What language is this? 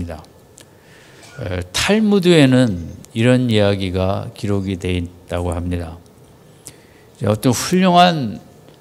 Korean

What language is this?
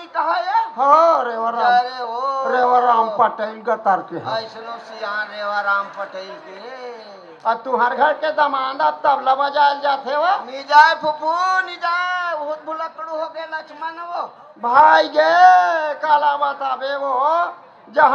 Chhattisgarhi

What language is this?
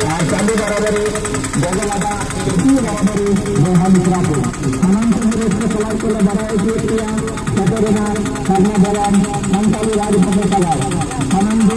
Santali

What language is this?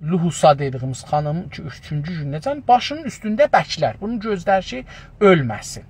South Azerbaijani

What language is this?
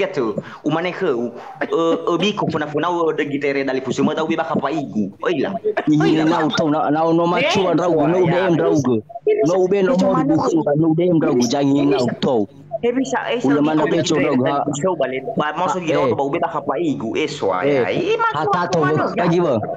Nias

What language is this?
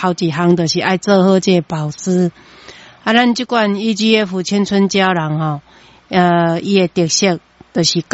Min Nan Chinese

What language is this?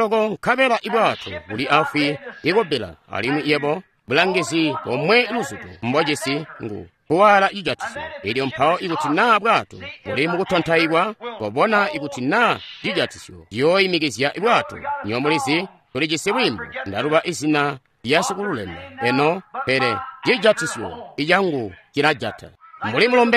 Tonga (Zambia)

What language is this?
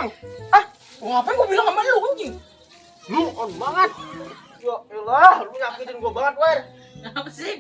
Betawi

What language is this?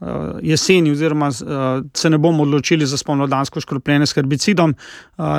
Slovenian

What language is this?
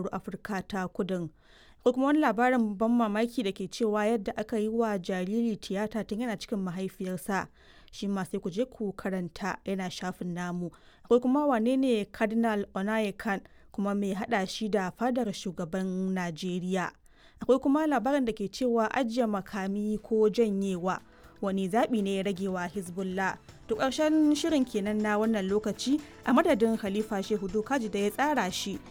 Hausa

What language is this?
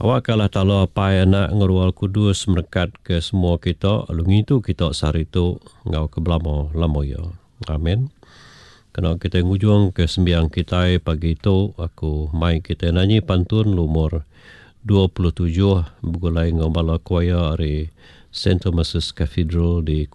Iban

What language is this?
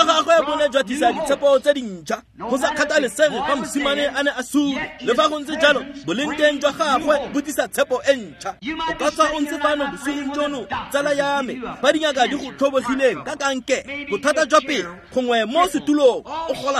Tswana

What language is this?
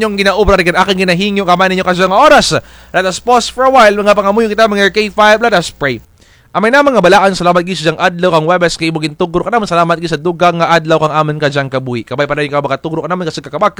Kinaray-a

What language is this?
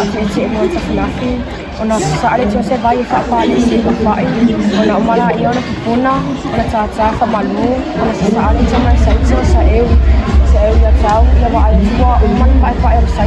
Samoan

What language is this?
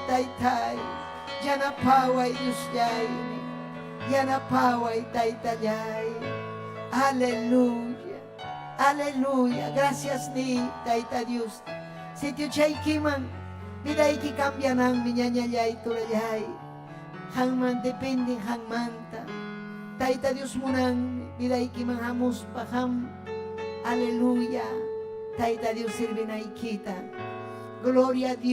Ayacucho Quechua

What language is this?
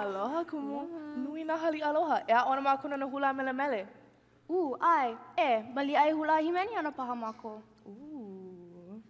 Hawaiian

